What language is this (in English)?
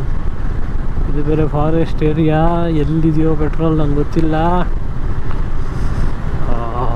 Kannada